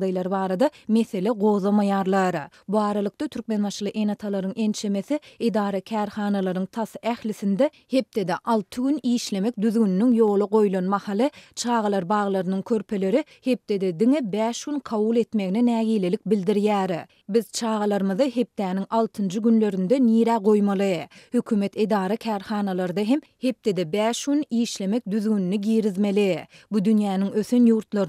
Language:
Turkmen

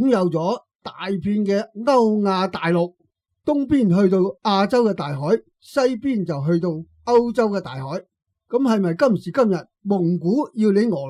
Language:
Cantonese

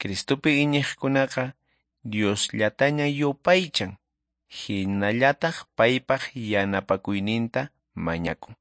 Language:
Quechua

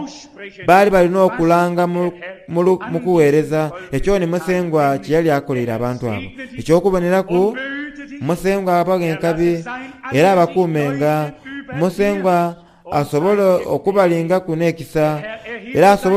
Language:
Soga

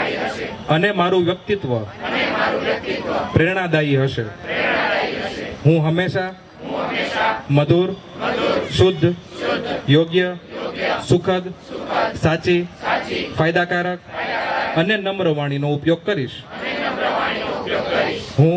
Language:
Gujarati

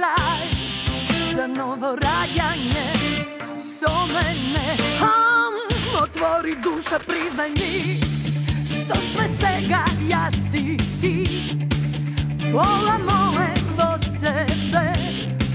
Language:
Macedonian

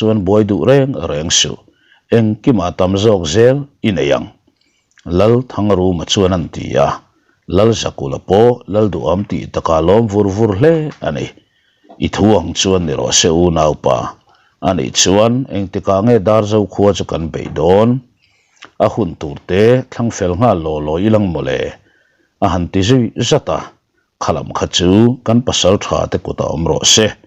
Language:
Mizo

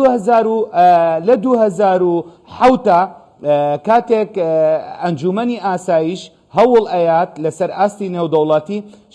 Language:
Central Kurdish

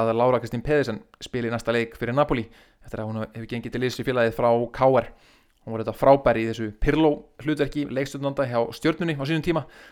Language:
Icelandic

